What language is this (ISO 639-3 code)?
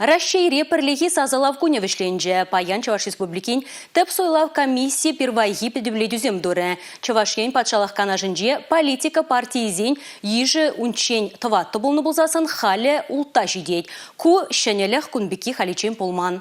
chv